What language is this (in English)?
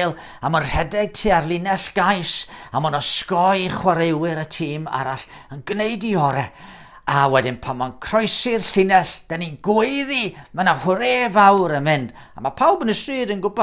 Welsh